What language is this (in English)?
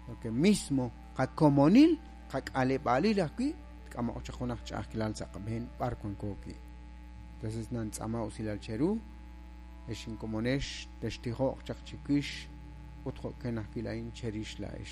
Kekchí